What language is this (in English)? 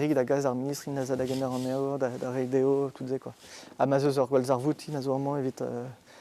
Breton